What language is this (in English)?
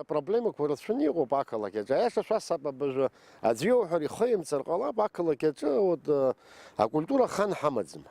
Abkhazian